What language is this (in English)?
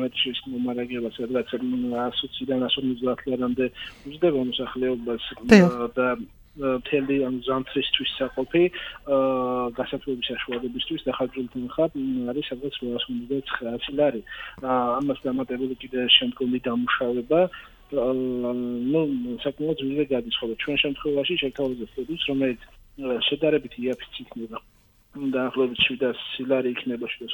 Georgian